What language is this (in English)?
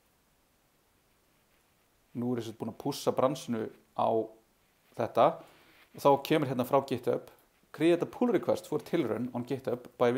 Icelandic